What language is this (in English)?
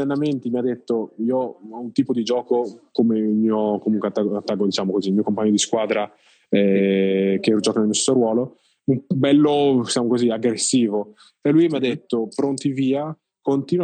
Italian